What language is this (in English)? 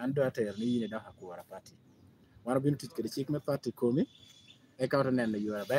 Lango (Uganda)